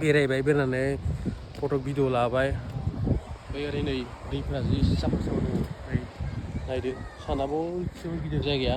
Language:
Bodo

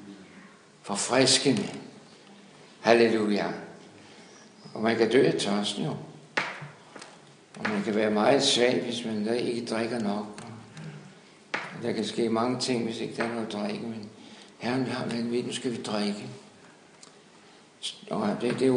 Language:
Danish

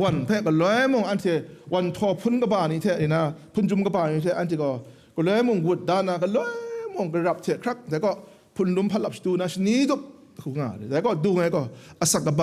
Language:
Kachin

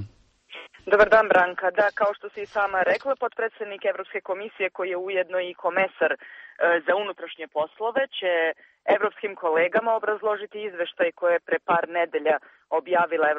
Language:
Serbian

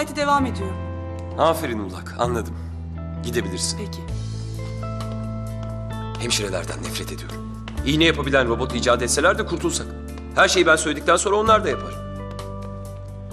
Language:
Turkish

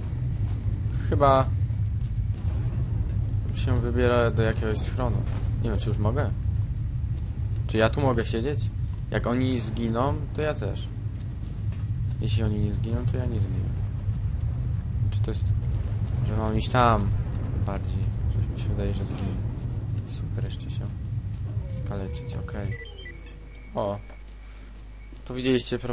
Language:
Polish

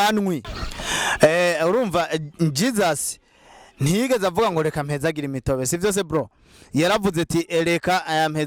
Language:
Rundi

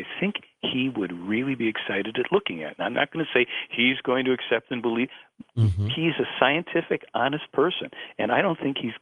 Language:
English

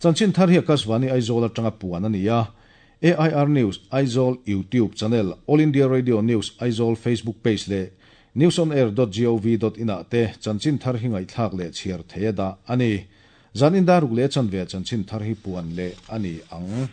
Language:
Mizo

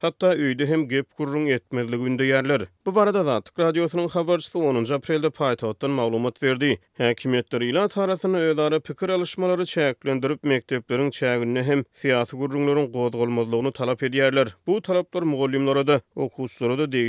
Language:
Turkmen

